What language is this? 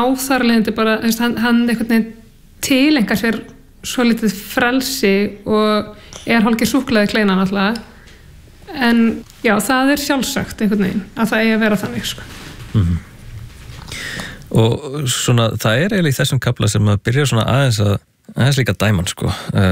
Icelandic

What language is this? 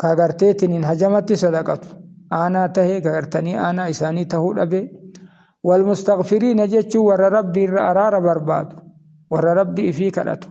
Oromo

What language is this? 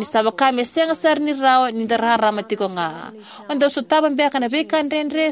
Fijian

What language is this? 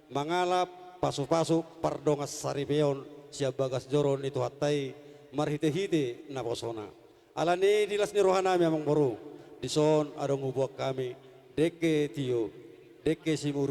Batak Toba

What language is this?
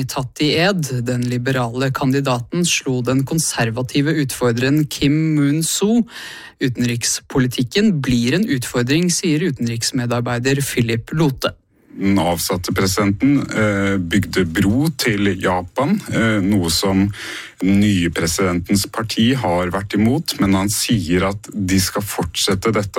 Norwegian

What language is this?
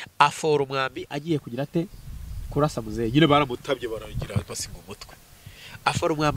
Kinyarwanda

